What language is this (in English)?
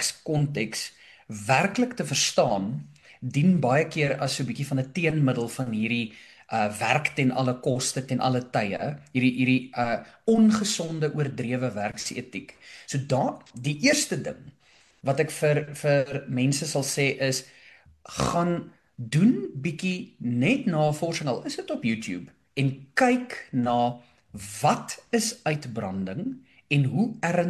Afrikaans